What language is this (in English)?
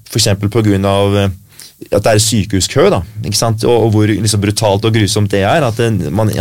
Norwegian